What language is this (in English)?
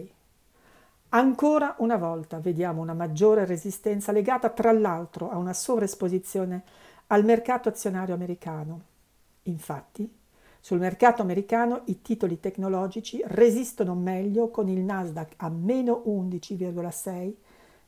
Italian